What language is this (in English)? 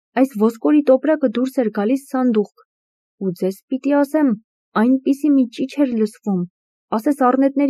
Armenian